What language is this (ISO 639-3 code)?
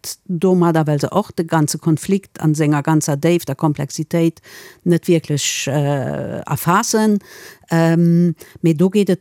ltz